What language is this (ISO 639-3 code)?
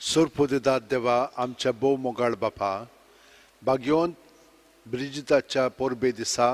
kok